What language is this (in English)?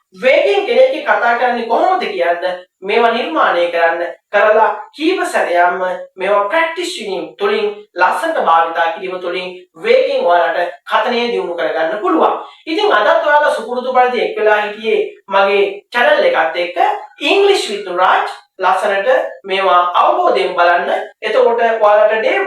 Sinhala